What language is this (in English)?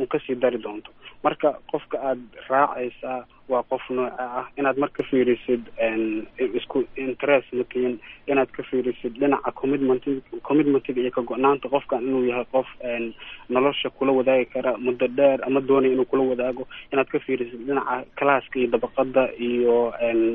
Somali